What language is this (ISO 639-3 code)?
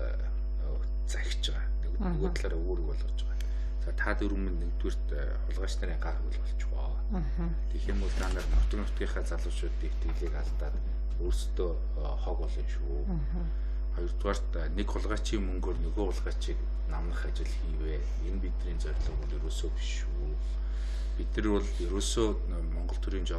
mon